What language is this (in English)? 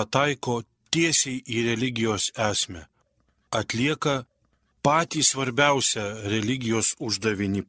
Lithuanian